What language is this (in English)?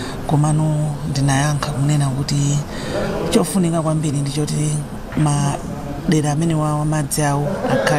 Nyanja